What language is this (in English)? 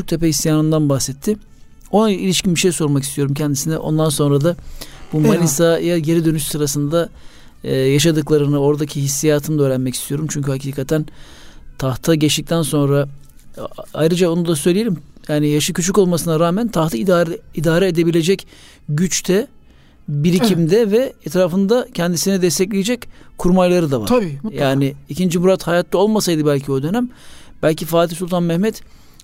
Turkish